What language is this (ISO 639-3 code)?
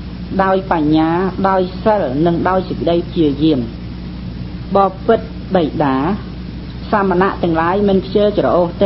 khm